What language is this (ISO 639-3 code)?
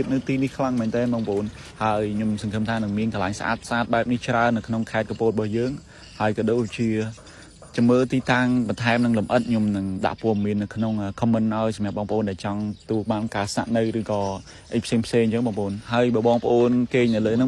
khm